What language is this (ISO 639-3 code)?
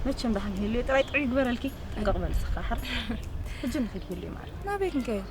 tir